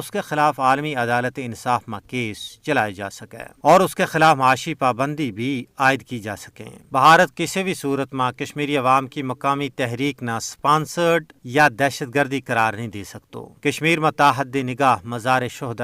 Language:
Gujari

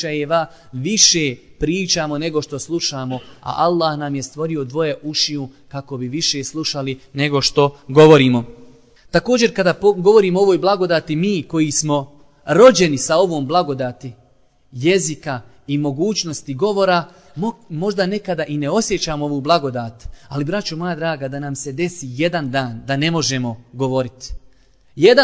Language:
Bosnian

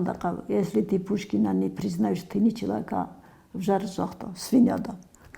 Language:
Ossetic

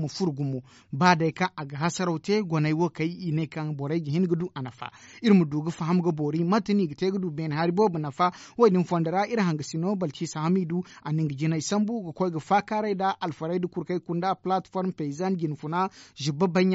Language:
Zarma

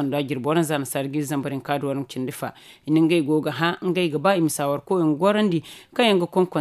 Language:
Zarma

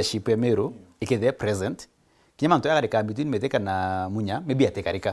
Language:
Meru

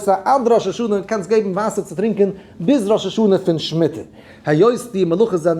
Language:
Yiddish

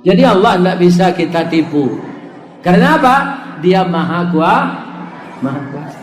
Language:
Minangkabau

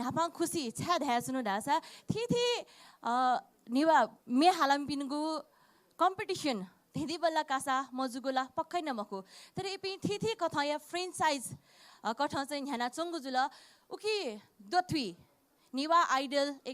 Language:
Newari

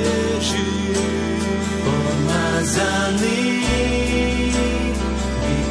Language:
Slovak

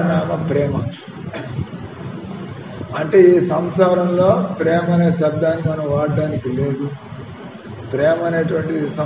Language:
Telugu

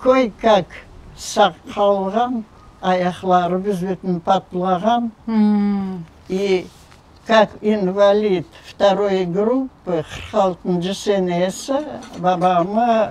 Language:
Crimean Tatar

